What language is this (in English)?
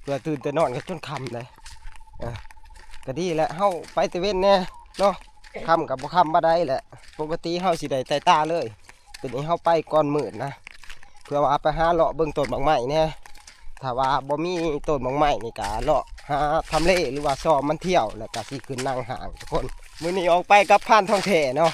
Northeastern Thai